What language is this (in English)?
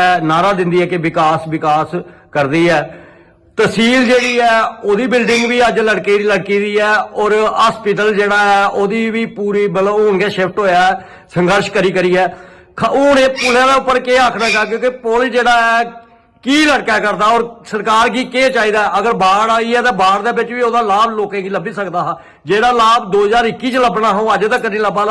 Dogri